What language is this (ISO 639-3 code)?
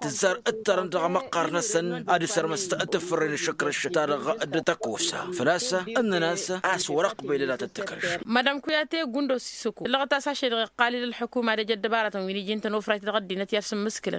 taq